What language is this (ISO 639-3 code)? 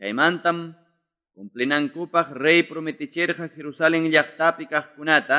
que